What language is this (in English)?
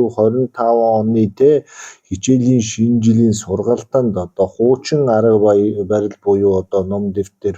Mongolian